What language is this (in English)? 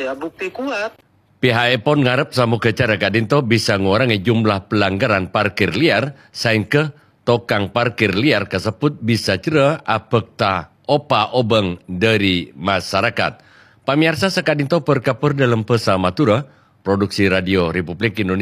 Madurese